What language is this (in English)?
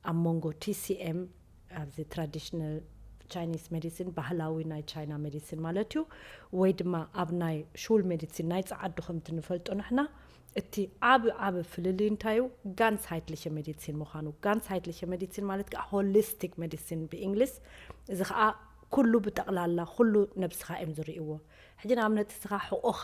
Tigrinya